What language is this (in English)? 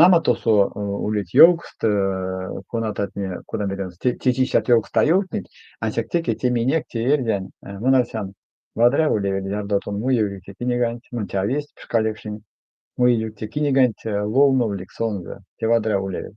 Erzya